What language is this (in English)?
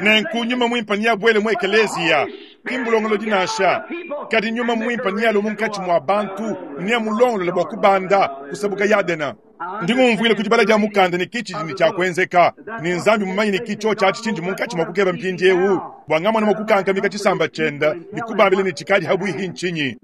Luba-Lulua